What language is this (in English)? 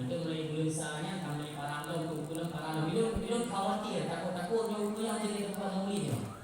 Achinese